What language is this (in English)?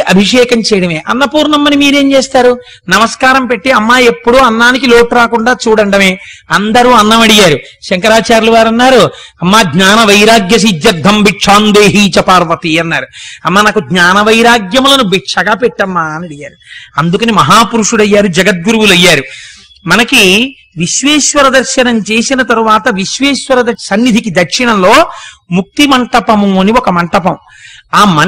Telugu